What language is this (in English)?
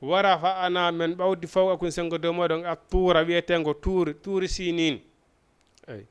Fula